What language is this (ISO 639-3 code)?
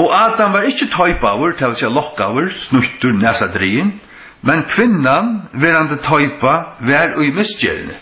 fao